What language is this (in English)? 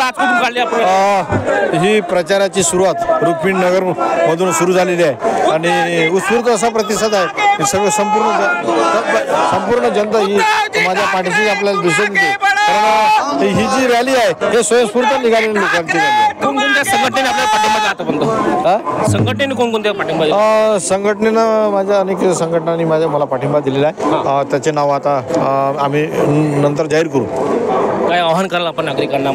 Marathi